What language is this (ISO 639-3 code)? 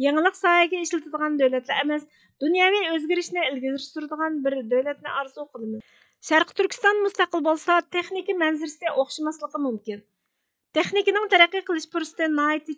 uig